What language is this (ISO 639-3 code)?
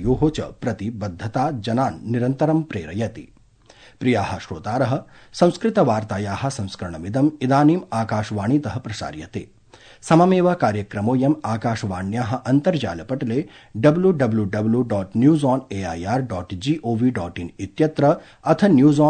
san